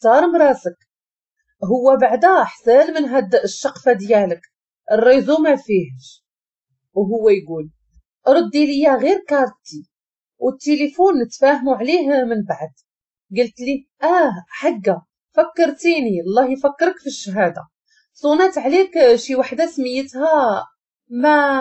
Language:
Moroccan Arabic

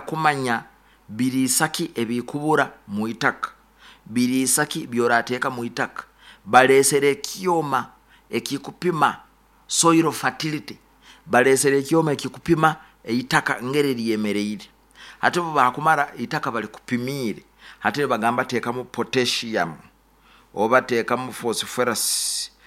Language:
Nyoro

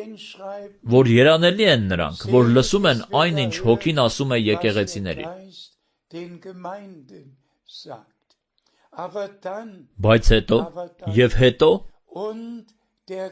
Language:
Armenian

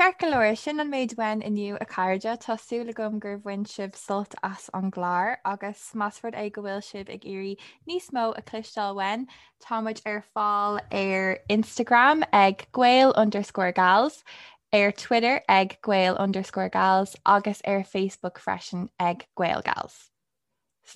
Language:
Irish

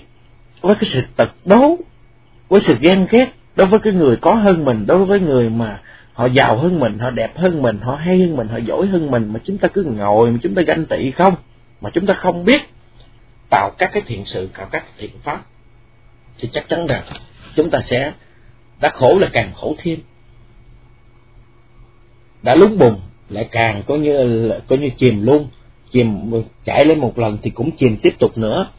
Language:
Vietnamese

